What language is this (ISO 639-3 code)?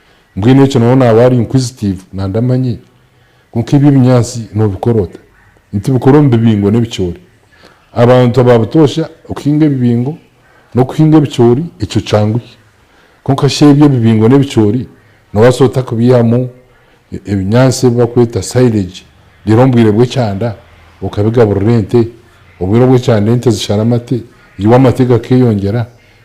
nyn